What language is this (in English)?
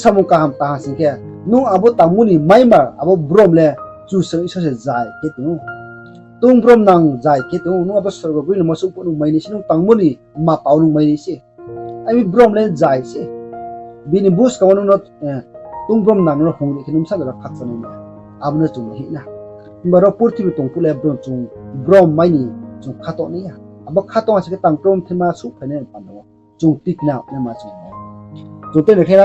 Riang (India)